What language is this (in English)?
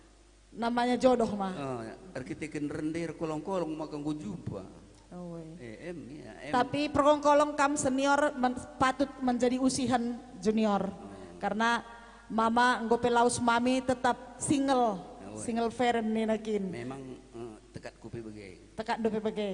Batak Karo